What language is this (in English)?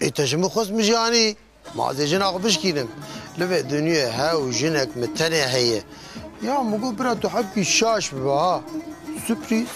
Kurdish